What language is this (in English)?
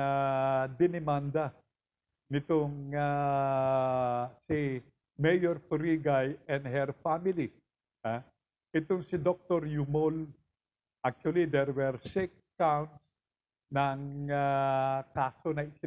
Filipino